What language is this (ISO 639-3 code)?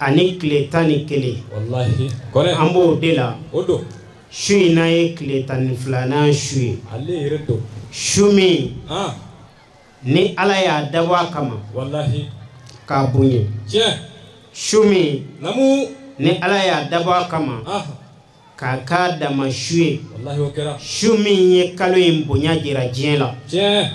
bam